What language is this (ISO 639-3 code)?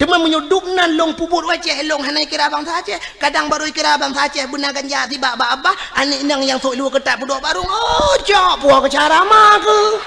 ace